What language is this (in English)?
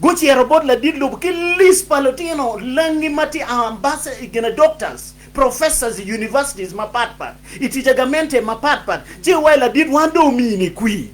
Acoli